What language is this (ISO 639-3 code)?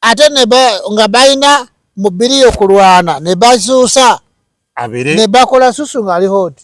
lug